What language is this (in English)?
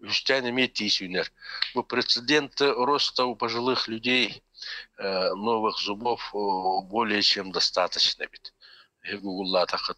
Yakut